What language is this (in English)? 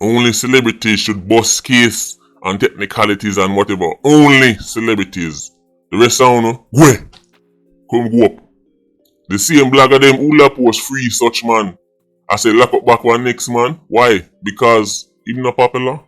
Jamaican Creole English